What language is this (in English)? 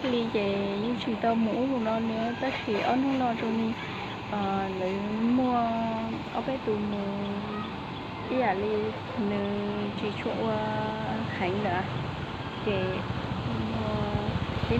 Hmong